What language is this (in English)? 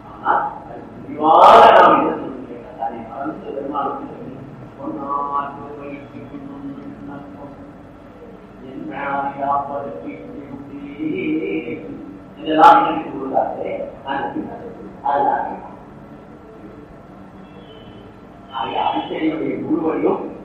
Tamil